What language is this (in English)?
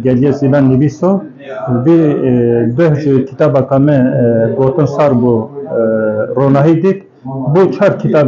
Kurdish